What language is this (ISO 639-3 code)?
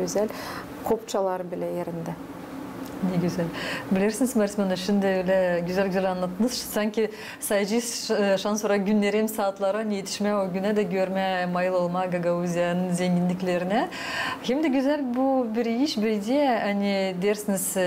gag